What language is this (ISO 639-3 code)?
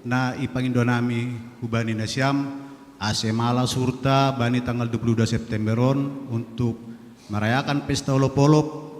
bts